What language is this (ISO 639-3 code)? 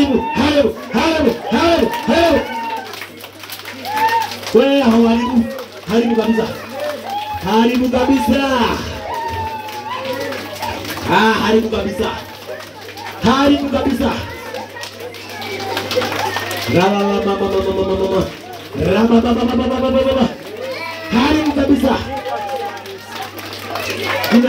swa